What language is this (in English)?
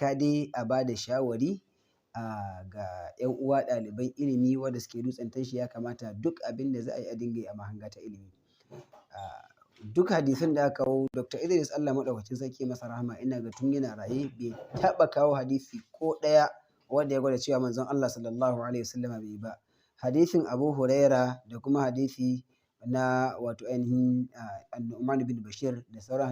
Hausa